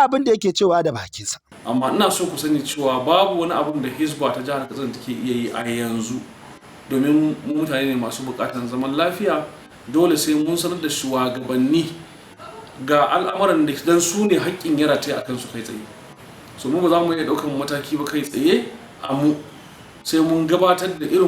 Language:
Hausa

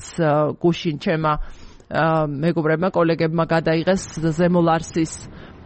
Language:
Georgian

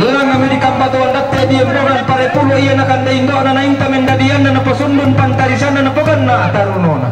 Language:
Toraja-Sa'dan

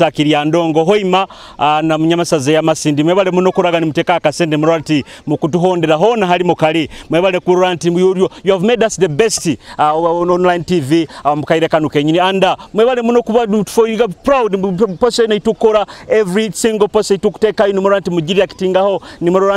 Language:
Nyoro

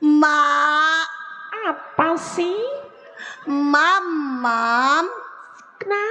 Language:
Betawi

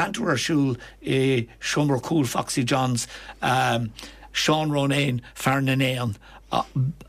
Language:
Irish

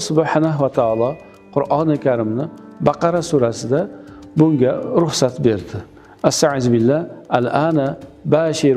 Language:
Uzbek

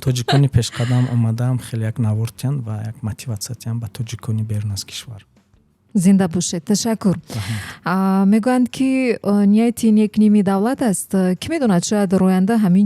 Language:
Tajik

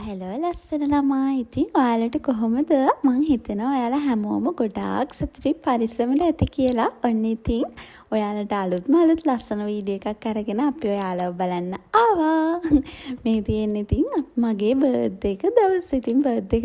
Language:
Sinhala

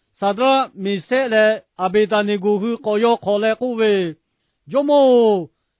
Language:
Lahu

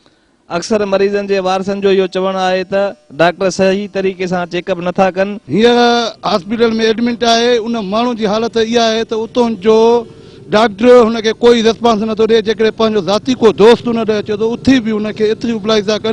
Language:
Sindhi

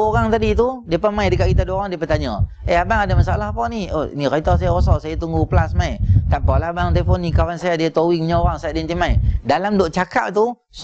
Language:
Malay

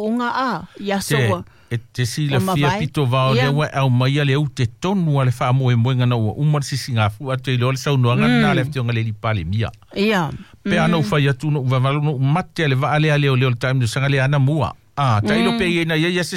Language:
Samoan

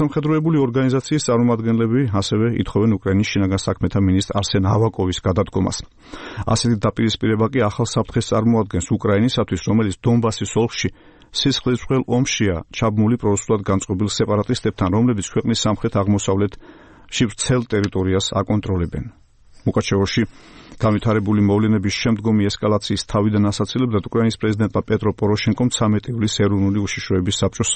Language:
Georgian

